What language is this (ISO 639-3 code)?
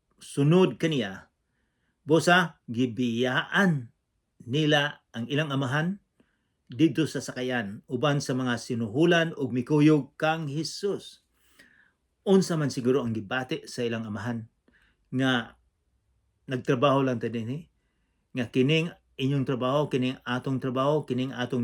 ceb